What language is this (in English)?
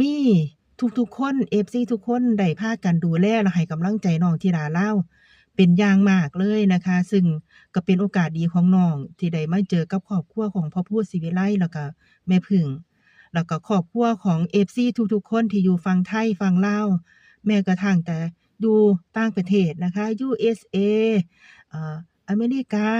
Lao